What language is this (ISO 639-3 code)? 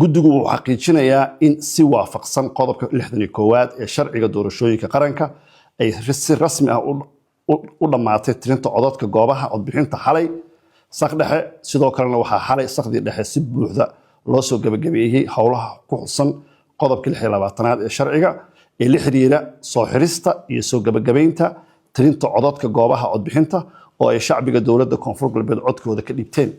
som